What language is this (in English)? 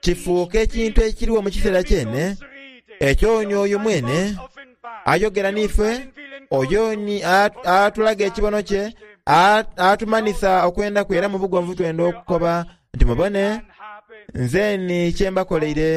Soga